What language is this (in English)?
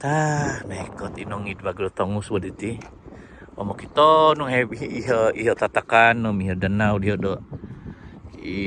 Central Dusun